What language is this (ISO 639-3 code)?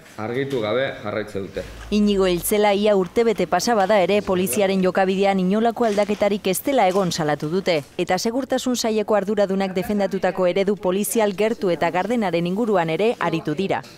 eus